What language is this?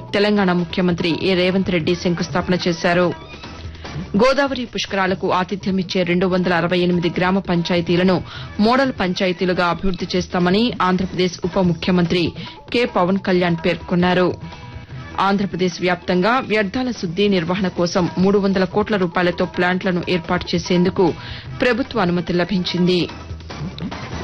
Telugu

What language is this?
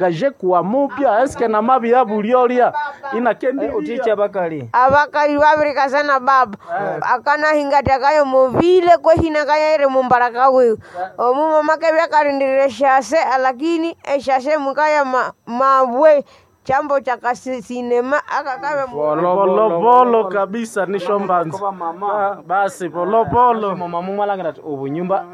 Nande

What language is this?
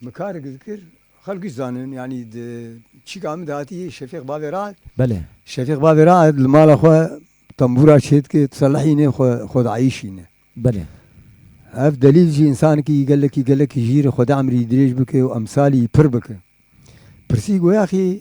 Kurdish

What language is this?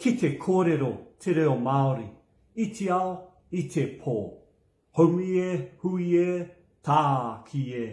Māori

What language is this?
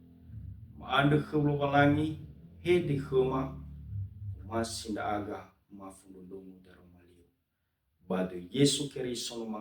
Nias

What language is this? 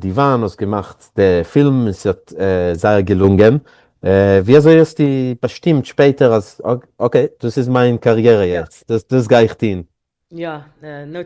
Yiddish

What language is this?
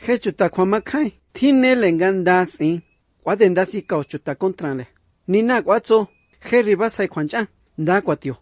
Basque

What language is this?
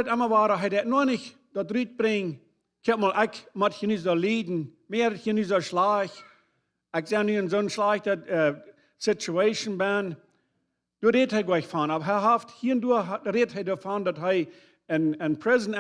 Plautdietsch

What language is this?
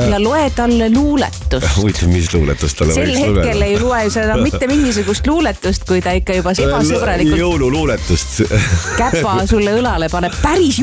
Estonian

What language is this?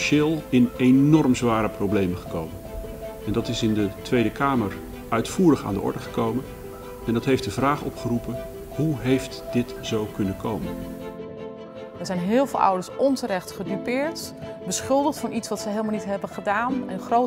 Dutch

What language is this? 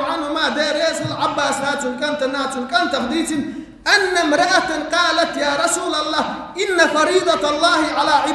Chechen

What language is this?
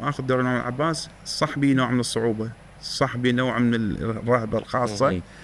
Mesopotamian Arabic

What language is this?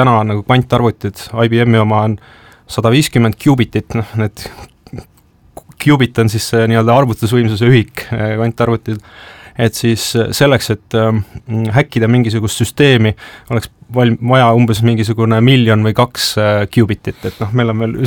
Estonian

